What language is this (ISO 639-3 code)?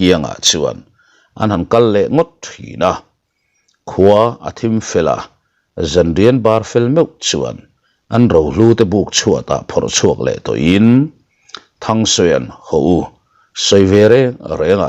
lus